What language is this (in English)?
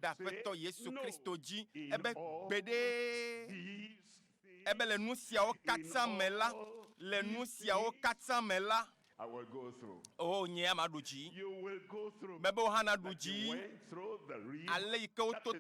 Ewe